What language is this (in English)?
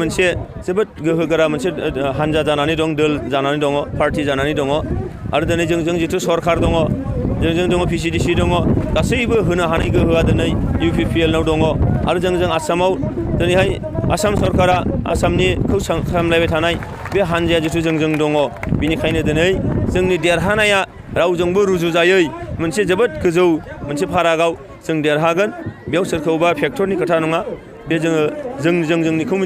Bodo